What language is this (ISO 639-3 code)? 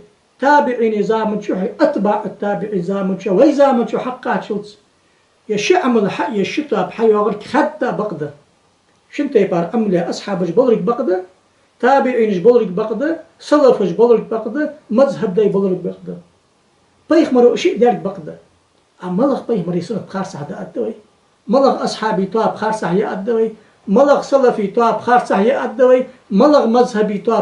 inh